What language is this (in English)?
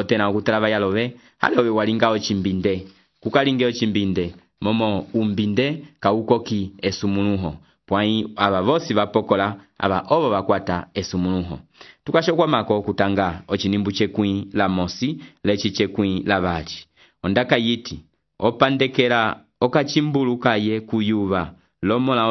Umbundu